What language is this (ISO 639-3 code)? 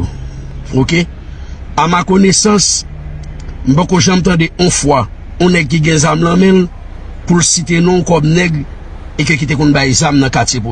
hat